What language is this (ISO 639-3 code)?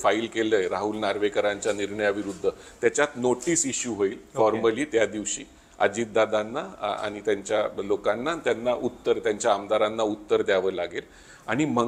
mar